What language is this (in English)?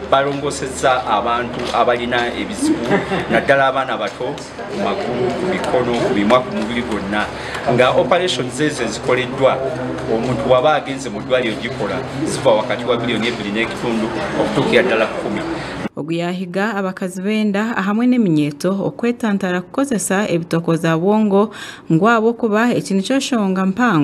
Nyankole